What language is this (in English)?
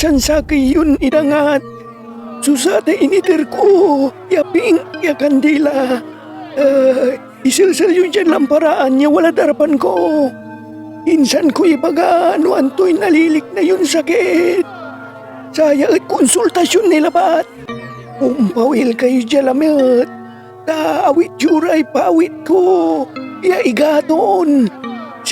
Pangasinan